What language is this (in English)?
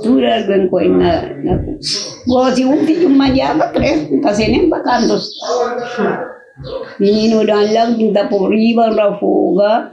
Kabuverdianu